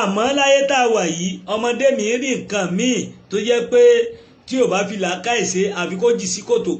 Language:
Yoruba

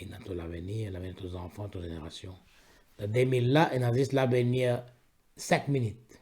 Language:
Morisyen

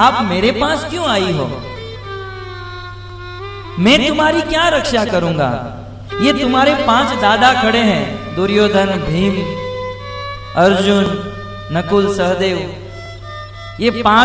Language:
Hindi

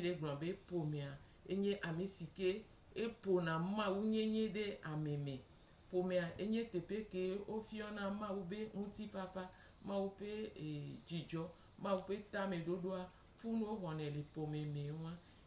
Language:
Gen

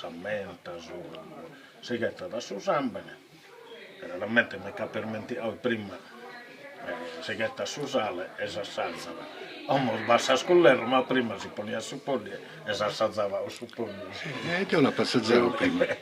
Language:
Sardinian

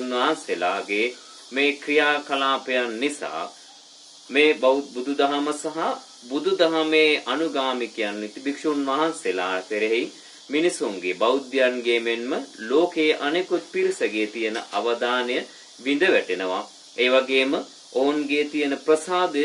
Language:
Sinhala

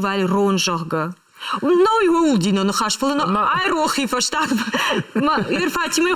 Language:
Ossetic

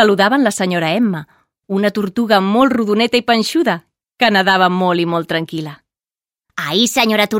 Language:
Catalan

